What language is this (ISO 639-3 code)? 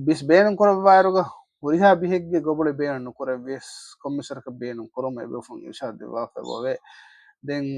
div